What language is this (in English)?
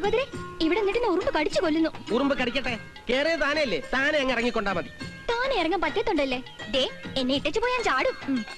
Malayalam